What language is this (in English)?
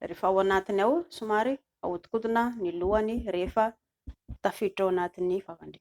Malagasy